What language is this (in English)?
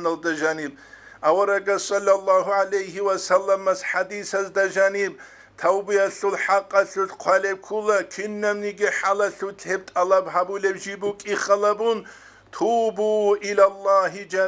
Avaric